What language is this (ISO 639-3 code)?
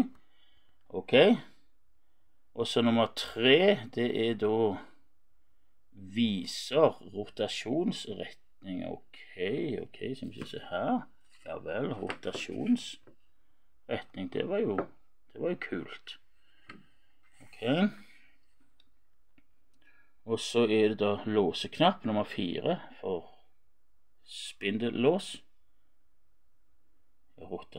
nor